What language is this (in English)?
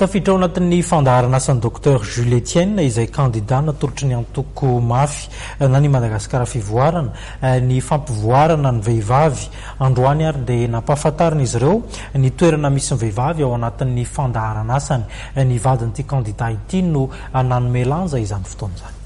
Malagasy